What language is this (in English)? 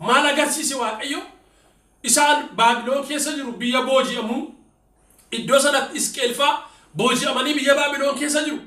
Oromo